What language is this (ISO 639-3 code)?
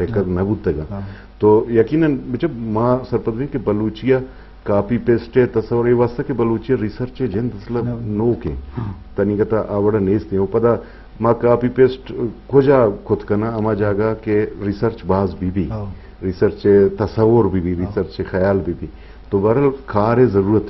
bgp